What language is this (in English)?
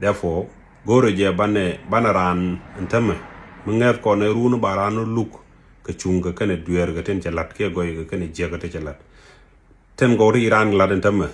Nuer